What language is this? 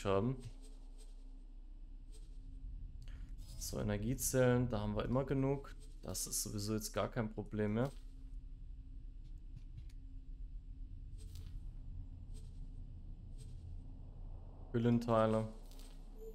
German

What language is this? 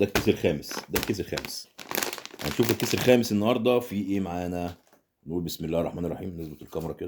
Egyptian Arabic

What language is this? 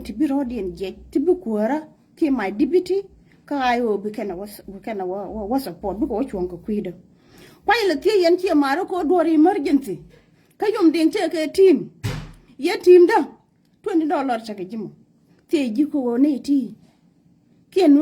Nuer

